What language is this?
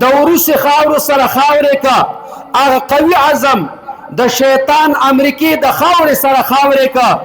Pashto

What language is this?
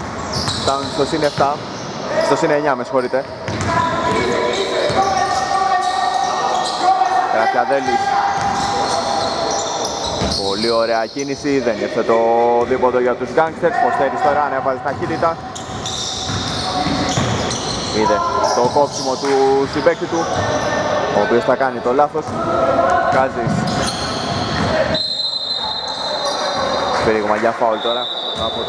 Greek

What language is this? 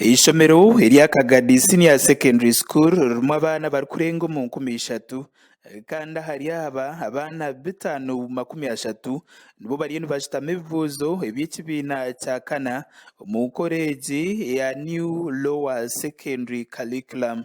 Nyankole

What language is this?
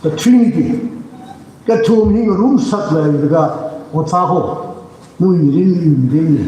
Tangkhul Naga (India)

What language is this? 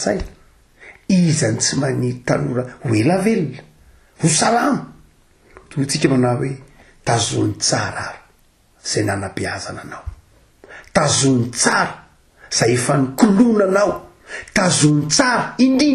Malagasy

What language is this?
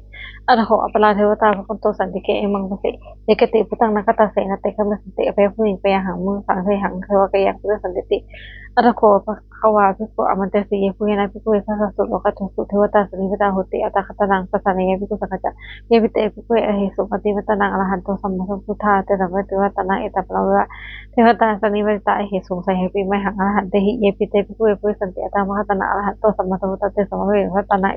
Pali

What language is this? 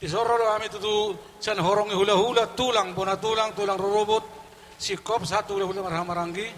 Batak Toba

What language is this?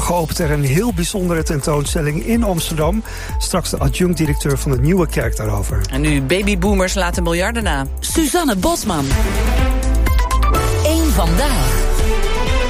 Dutch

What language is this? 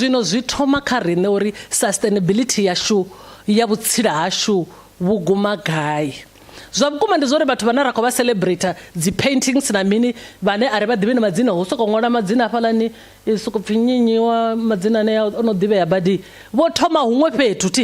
Venda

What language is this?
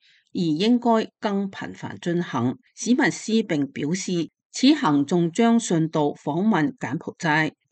Cantonese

